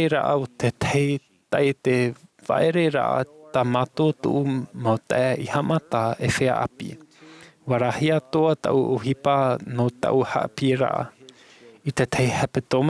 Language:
Tahitian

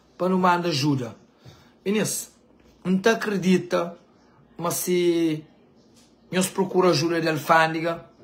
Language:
Kabuverdianu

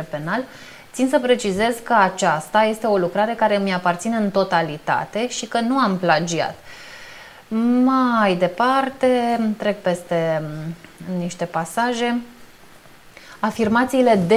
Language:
Romanian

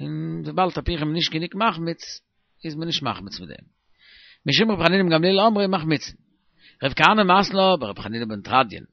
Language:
Yiddish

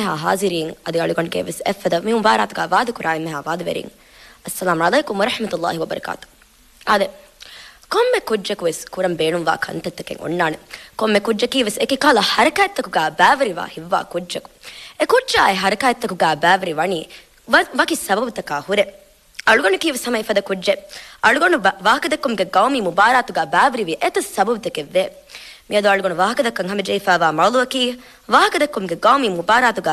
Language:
Divehi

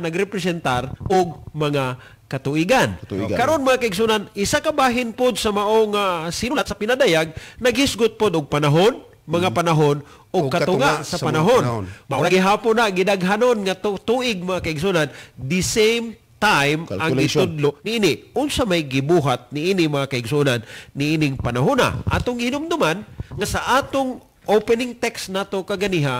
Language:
Cebuano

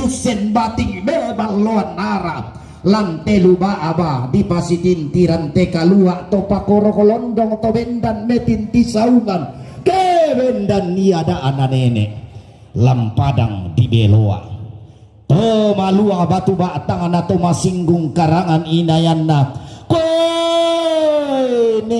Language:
Toraja-Sa'dan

